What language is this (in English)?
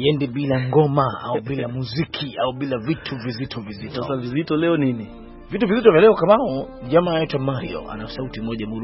Swahili